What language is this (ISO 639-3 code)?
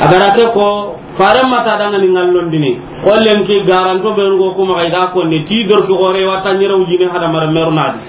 snk